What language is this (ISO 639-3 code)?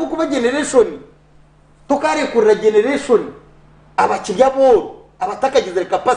nyn